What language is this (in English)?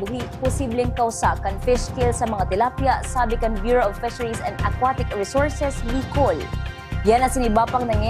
Bikol